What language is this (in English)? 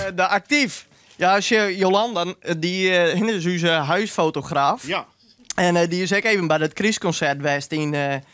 Western Frisian